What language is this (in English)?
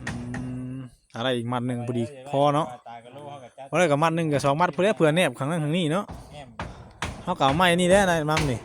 Northeastern Thai